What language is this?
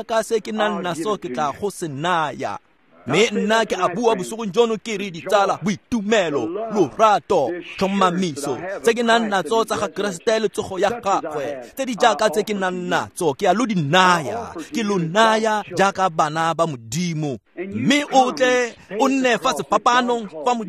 Tswana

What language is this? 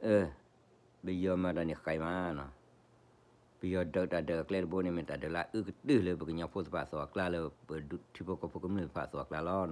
S'gaw Karen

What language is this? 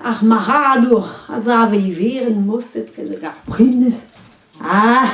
Breton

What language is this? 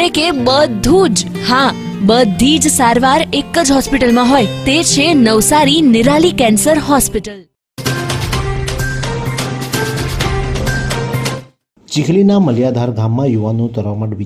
Gujarati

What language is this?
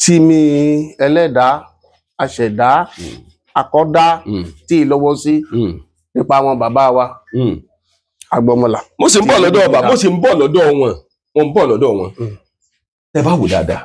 Yoruba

